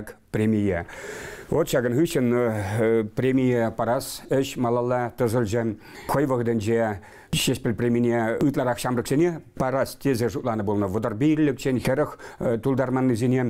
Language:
Chuvash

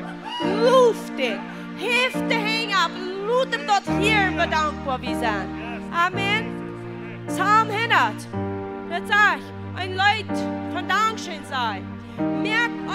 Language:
Plautdietsch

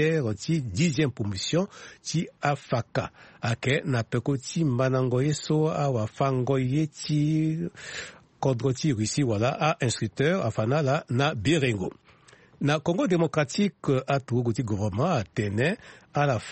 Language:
Sango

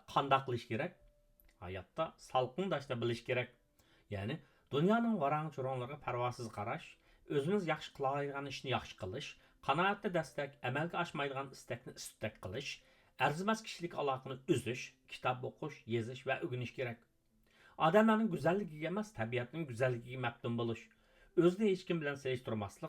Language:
Uyghur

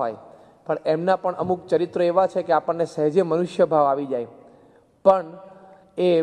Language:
Gujarati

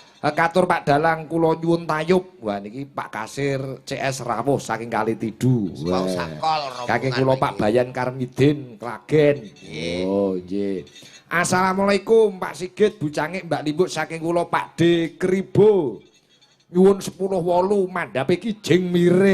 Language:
Javanese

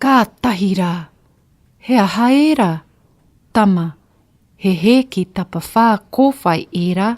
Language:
Māori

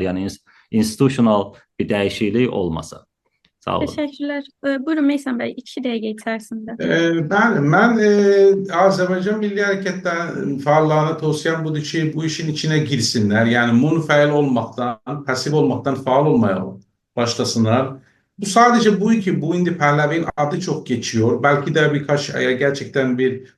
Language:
South Azerbaijani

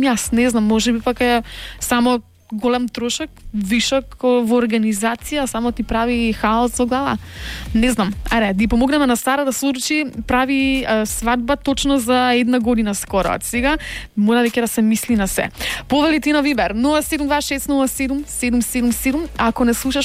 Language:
Macedonian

